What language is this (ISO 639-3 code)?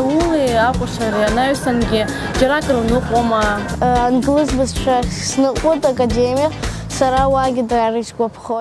abk